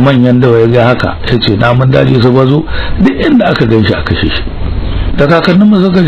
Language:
Hausa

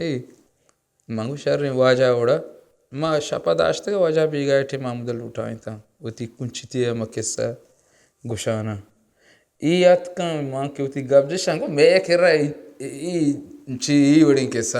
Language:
Baluchi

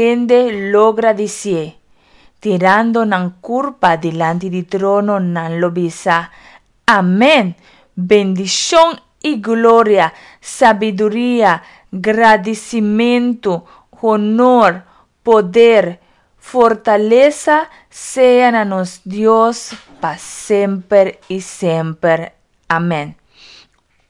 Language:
Papiamento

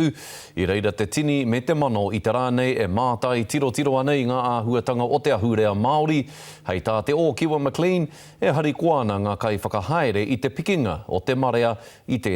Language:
Māori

